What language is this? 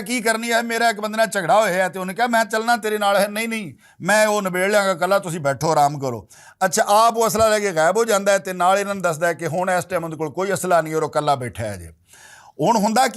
Western Panjabi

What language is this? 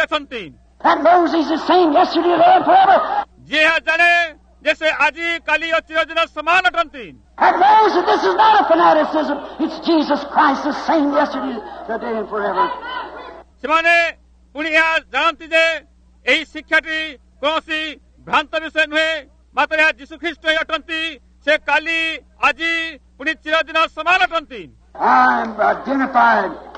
Odia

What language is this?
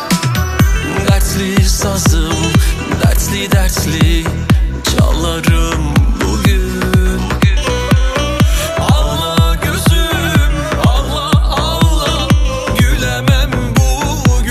Turkish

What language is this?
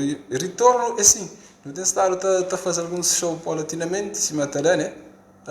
Kabuverdianu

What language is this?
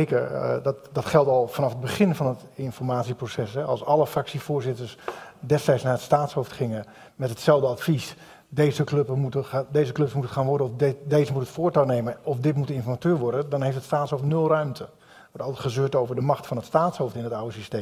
Dutch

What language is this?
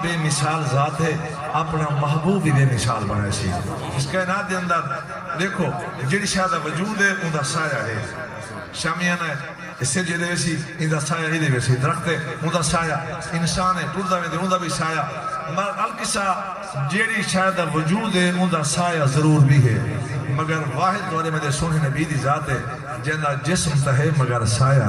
Saraiki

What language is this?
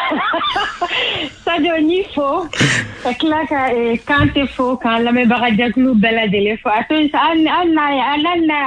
Bambara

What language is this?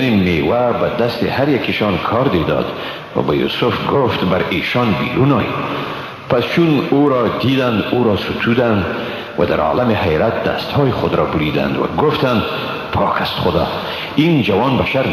Persian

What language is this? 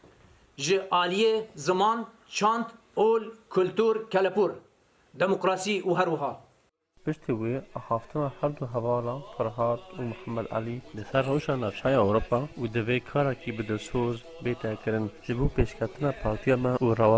Kurdish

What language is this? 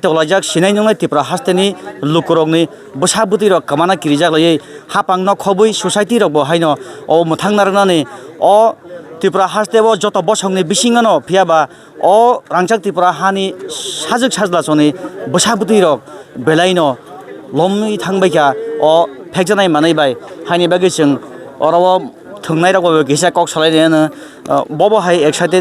Kok Borok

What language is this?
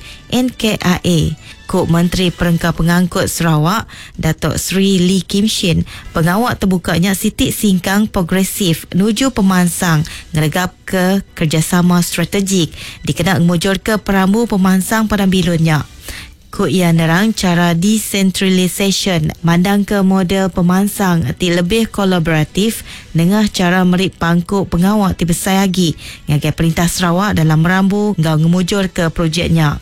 Iban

